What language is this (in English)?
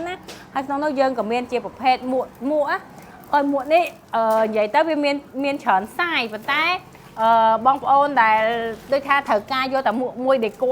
Khmer